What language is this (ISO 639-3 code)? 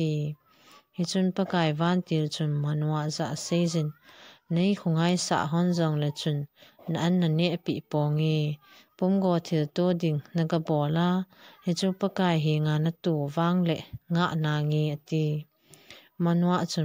tcz